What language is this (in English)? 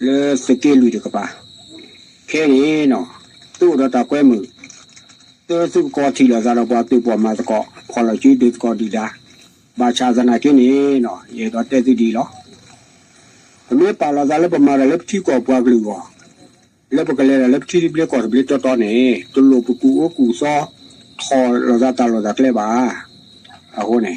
S'gaw Karen